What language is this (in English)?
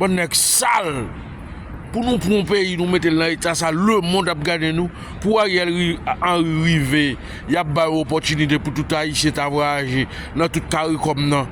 Haitian Creole